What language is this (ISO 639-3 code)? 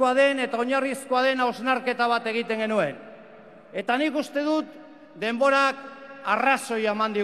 eus